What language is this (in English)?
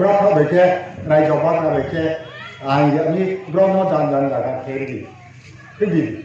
Riang (India)